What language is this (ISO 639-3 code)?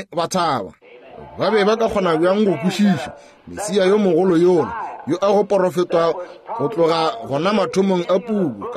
nso